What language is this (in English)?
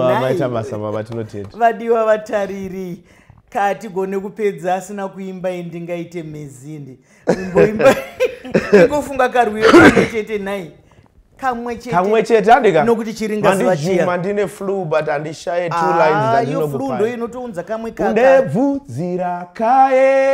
Shona